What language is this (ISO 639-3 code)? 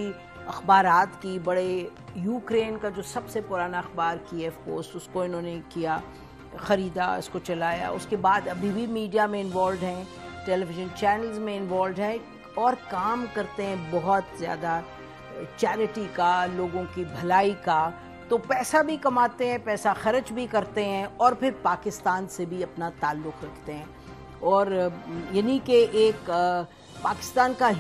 urd